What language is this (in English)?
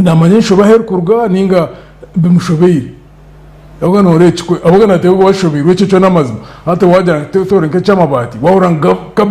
Nyankole